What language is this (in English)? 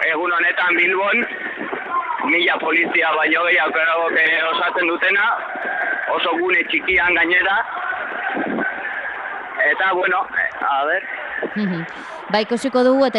Basque